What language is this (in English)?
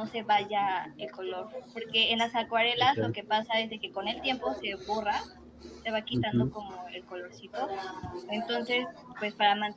Spanish